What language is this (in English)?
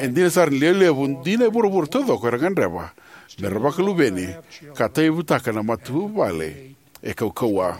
Fijian